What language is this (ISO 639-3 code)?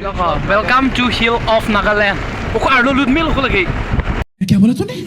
mjw